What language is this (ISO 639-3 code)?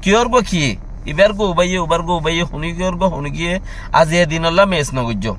rhg